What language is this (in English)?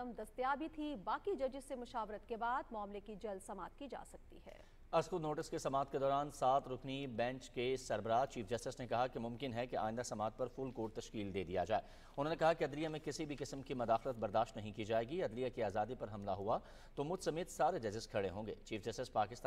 Urdu